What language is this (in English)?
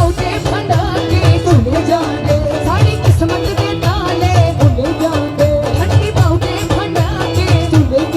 Dogri